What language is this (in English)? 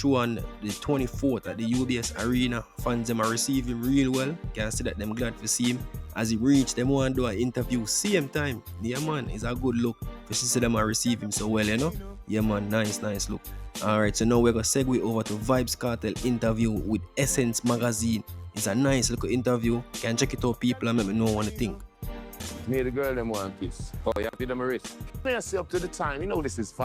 Jamaican Creole English